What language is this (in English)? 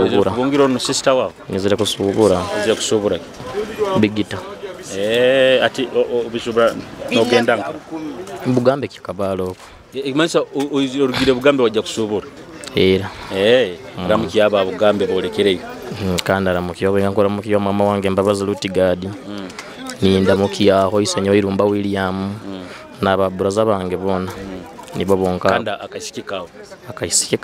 Nyoro